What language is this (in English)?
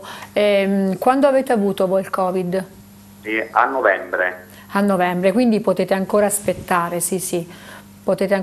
Italian